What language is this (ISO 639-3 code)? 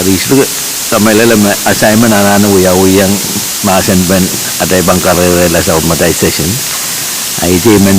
pon